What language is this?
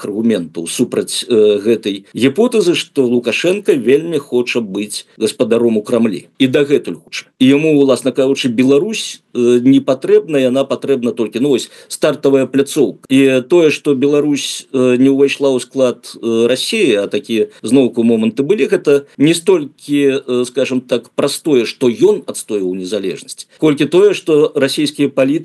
Belarusian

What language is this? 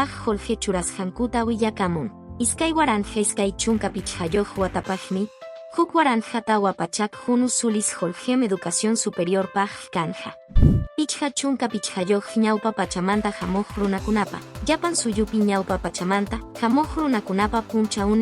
Quechua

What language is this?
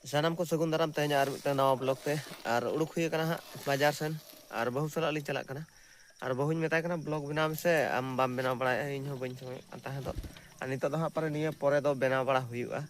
Santali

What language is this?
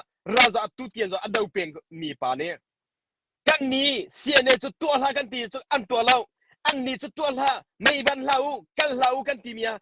Hakha Chin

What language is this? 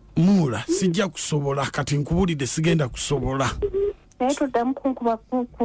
Ganda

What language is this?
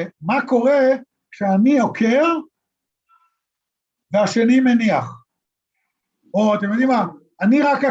Hebrew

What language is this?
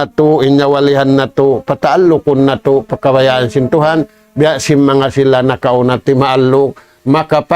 Tausug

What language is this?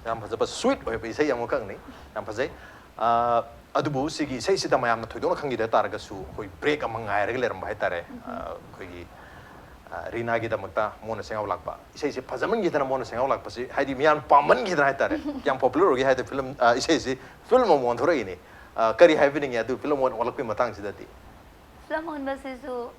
Manipuri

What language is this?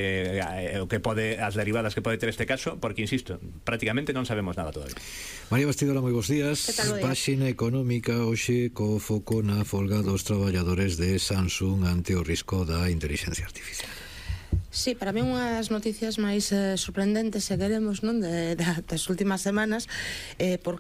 Galician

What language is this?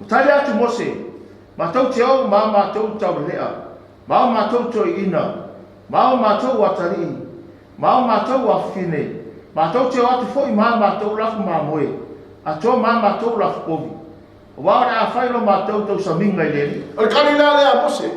Samoan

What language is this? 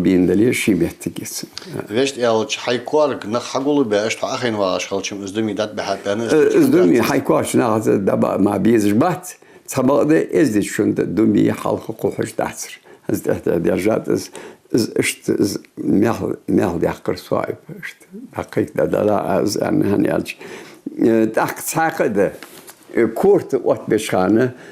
Ingush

